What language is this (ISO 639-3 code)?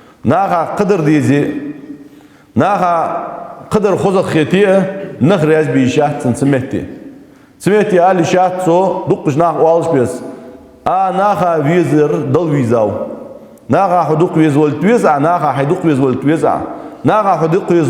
inh